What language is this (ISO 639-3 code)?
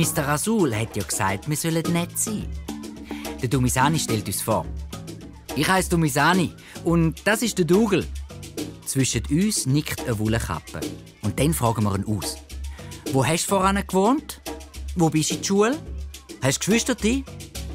gsw